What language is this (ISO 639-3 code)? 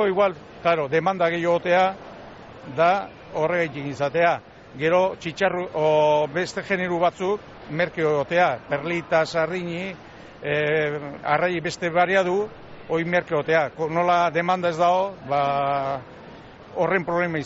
eus